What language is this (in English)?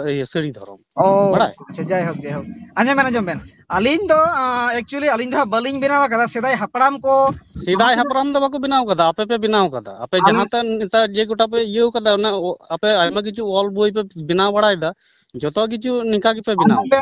Santali